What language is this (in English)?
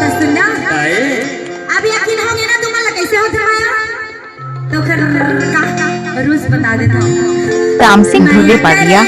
Chhattisgarhi